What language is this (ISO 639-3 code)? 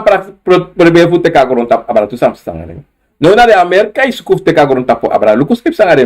srn